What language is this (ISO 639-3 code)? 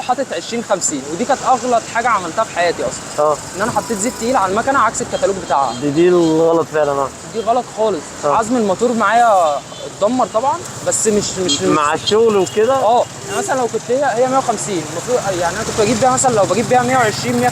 arz